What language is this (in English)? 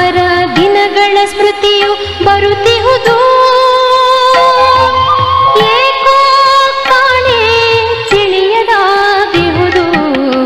Kannada